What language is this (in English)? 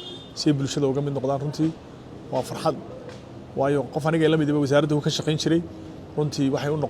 Somali